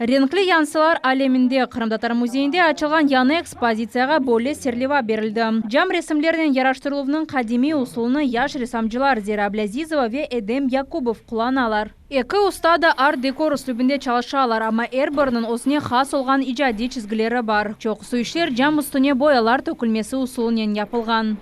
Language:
Crimean Tatar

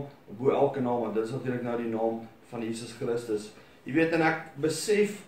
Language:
Afrikaans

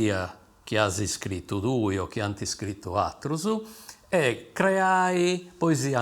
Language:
Sardinian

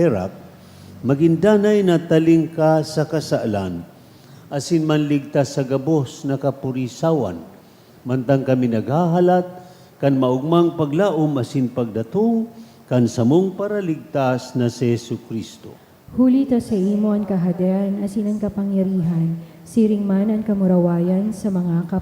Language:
Bikol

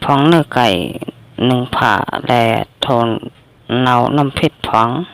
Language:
Shan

